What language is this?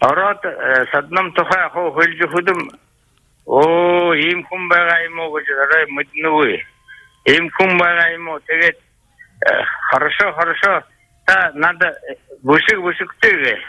Buriat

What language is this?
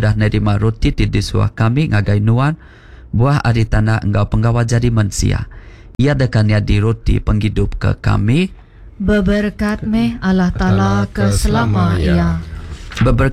Iban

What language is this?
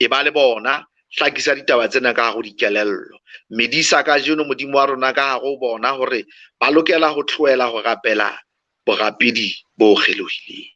Southern Sotho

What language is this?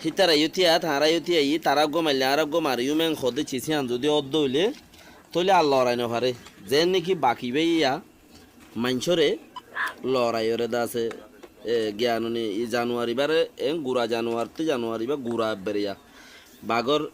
Rohingya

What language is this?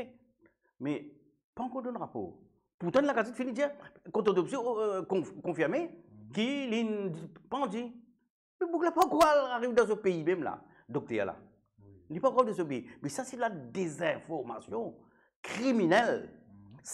Morisyen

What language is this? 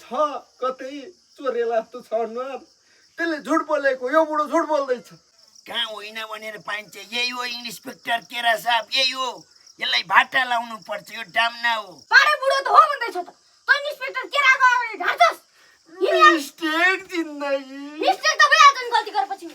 Nepali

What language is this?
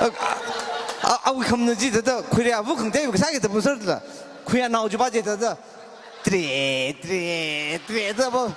Tangkhul Naga (India)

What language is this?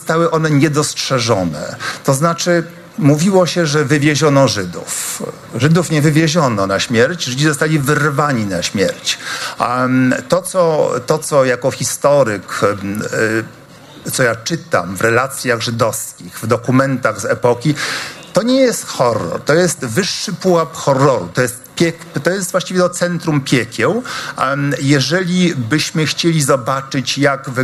Polish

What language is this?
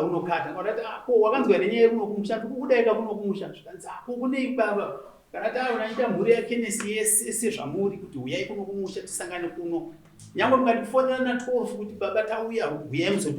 Shona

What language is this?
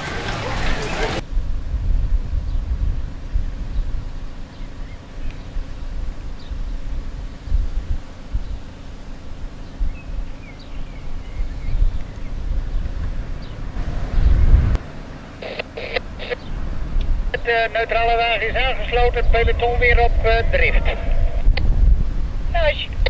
Dutch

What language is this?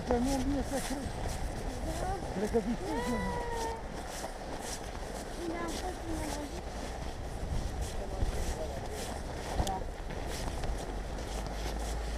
Romanian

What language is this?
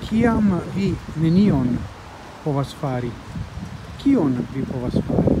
Esperanto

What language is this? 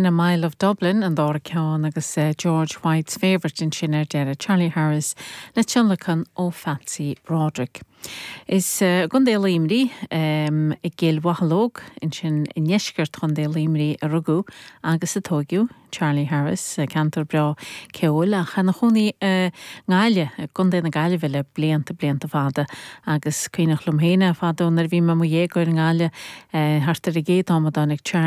Irish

